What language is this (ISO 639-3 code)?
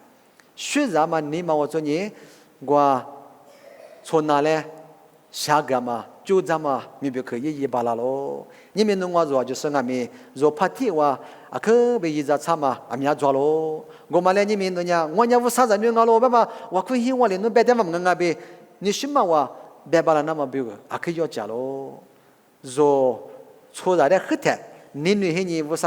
lis